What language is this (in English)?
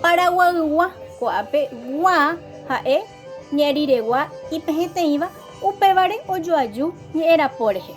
Guarani